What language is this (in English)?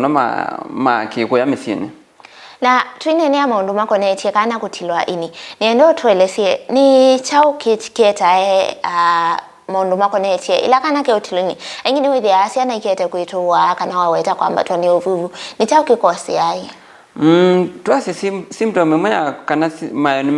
Kamba